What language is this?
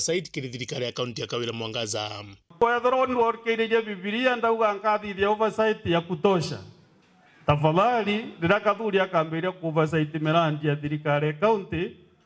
Meru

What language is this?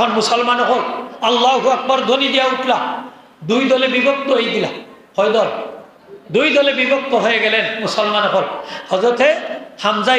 Sylheti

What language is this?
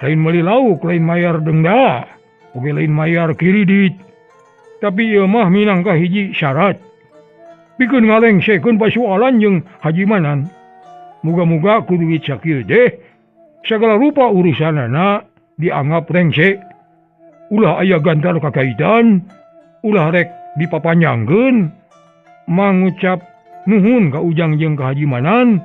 Sundanese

